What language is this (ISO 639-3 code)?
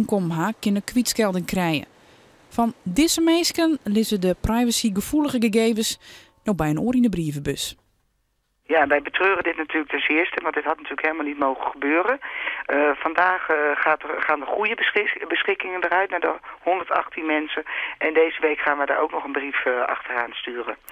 fry